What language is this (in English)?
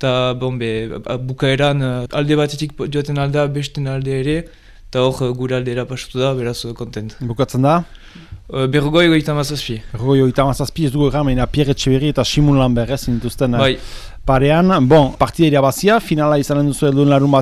Basque